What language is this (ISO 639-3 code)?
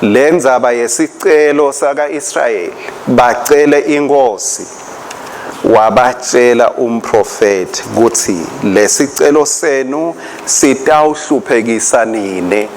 ssw